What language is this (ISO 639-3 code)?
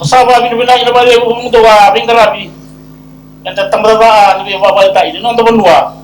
fij